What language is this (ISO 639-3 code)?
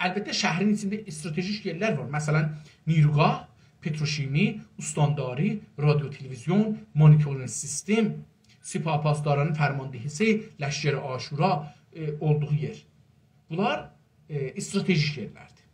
azb